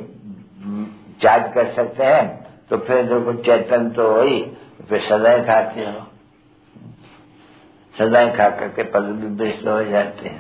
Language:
Hindi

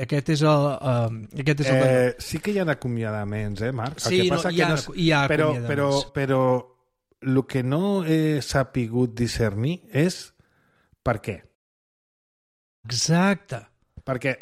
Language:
Catalan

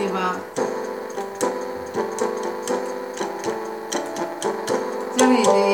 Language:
Finnish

